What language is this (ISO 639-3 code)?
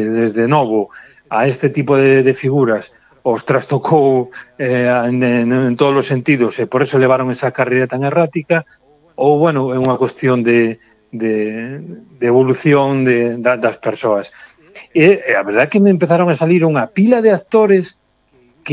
glg